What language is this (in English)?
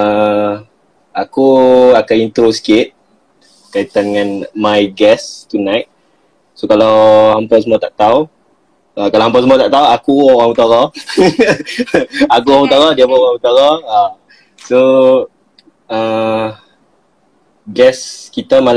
Malay